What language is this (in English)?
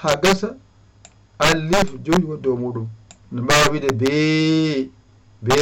Fula